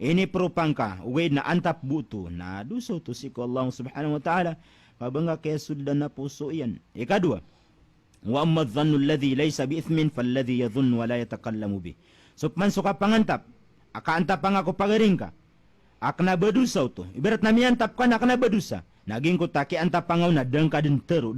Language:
Maranao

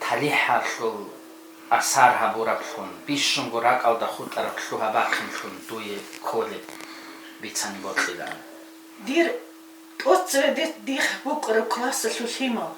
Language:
Avaric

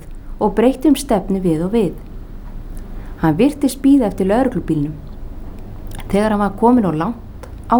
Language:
Icelandic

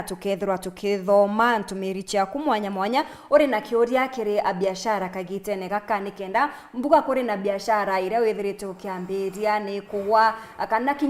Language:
Meru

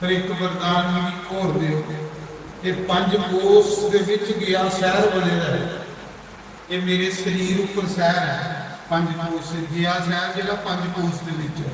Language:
Dogri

